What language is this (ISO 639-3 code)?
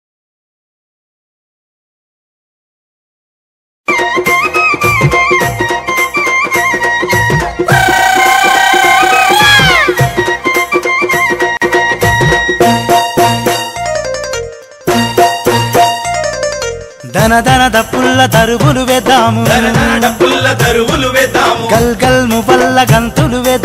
tel